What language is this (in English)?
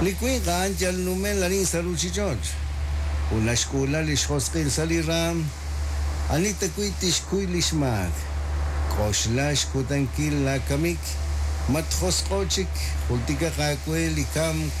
Kekchí